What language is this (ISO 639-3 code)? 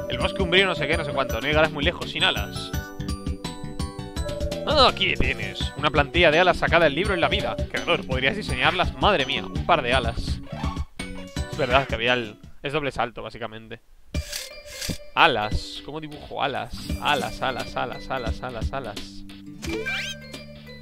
spa